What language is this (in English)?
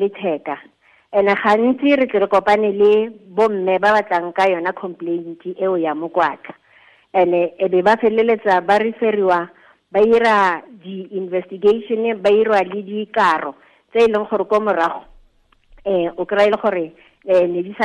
Tswana